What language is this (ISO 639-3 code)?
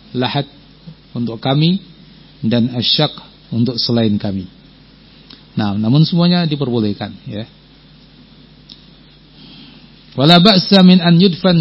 ind